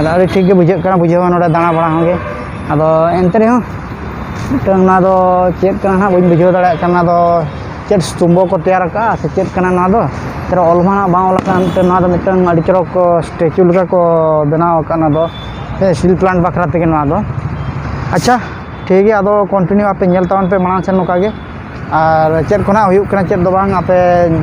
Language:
Santali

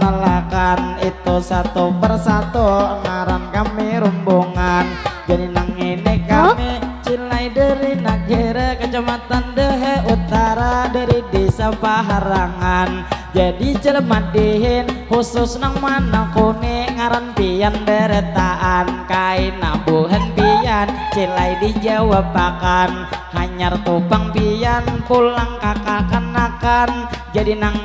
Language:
Banjar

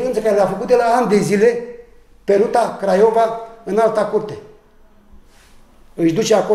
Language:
Romanian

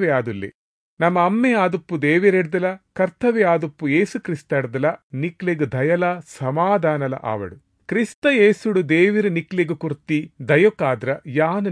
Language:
Tulu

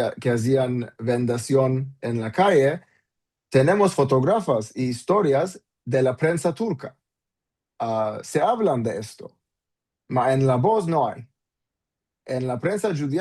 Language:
Ladino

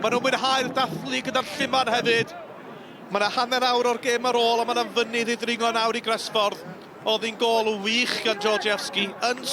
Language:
Welsh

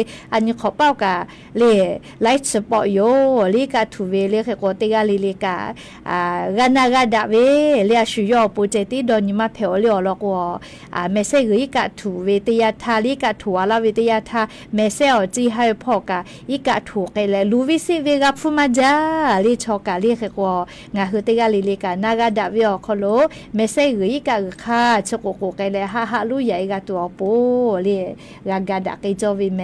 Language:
Lahu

